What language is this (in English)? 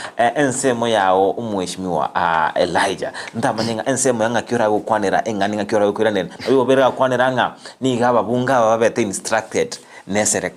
Gusii